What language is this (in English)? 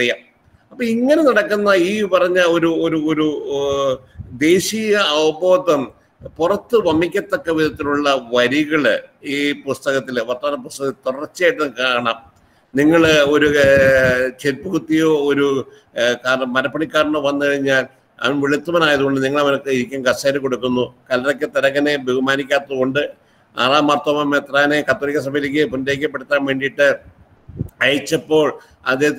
Malayalam